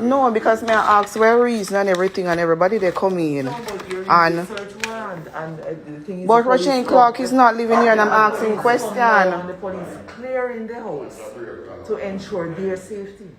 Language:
Jamaican Creole English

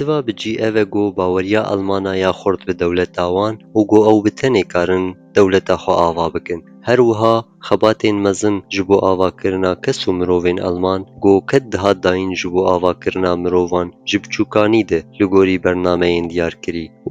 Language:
Kurdish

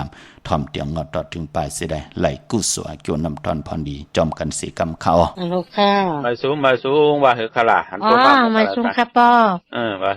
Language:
Shan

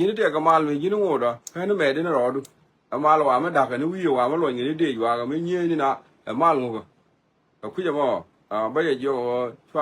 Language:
Nuer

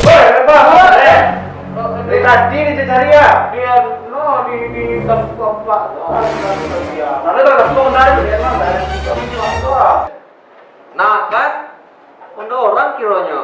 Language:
Minangkabau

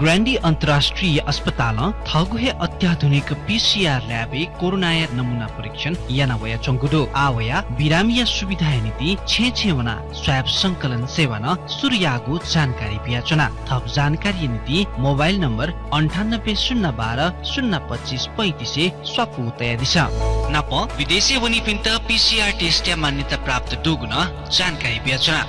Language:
Newari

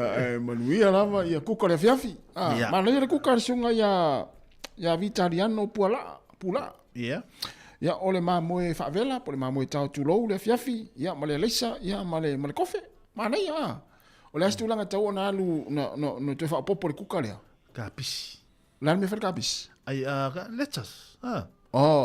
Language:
Samoan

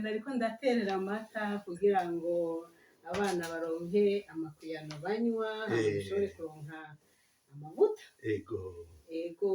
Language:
Rundi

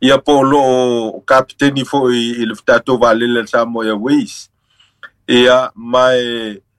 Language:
Samoan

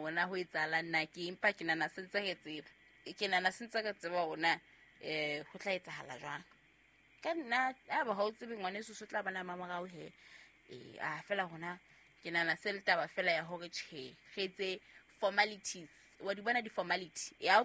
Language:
Southern Sotho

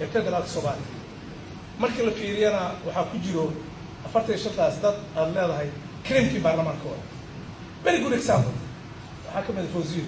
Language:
Somali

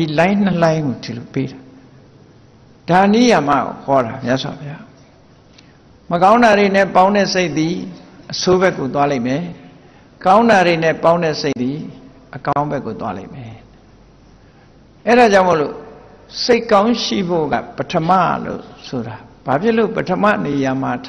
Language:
Burmese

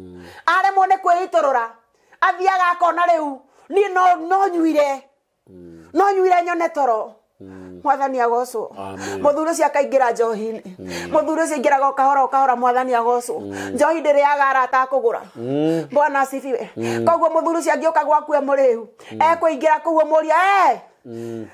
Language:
Kikuyu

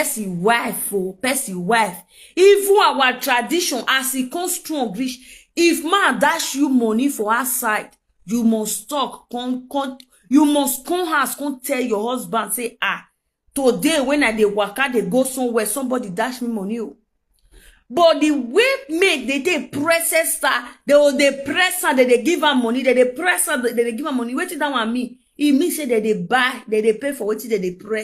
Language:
Nigerian Pidgin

